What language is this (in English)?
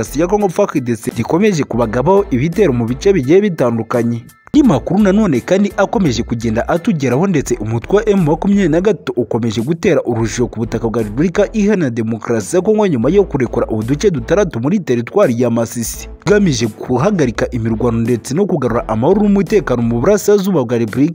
Kinyarwanda